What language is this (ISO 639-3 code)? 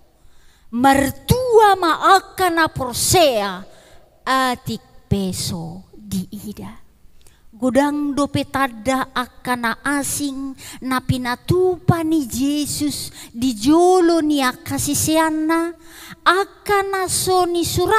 bbc